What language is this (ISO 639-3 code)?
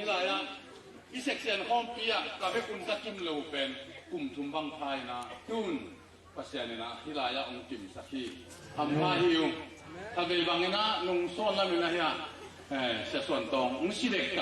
ctd